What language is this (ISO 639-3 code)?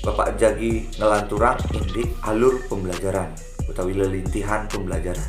ban